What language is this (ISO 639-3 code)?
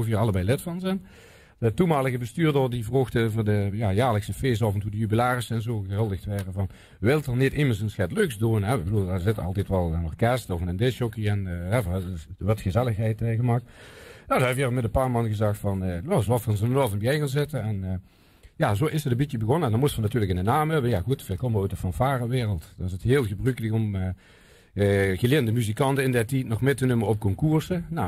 lim